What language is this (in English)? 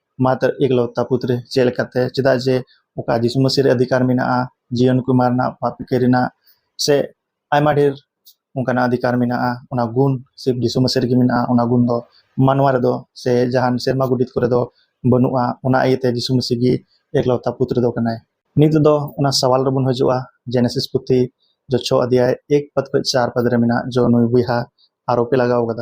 Santali